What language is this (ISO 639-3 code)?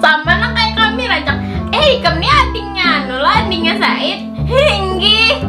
bjn